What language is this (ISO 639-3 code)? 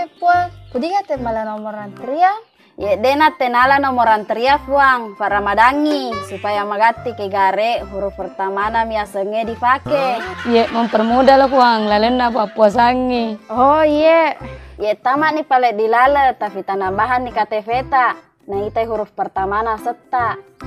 bug